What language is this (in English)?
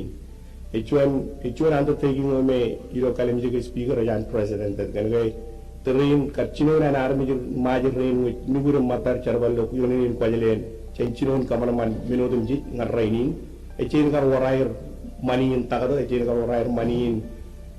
Marshallese